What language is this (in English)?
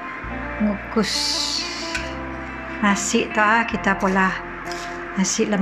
Malay